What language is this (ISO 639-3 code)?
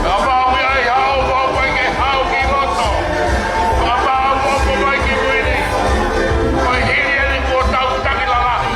ton